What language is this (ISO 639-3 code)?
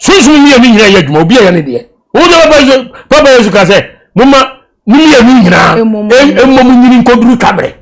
aka